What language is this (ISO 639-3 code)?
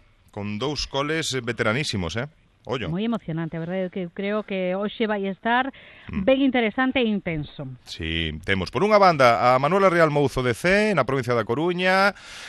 glg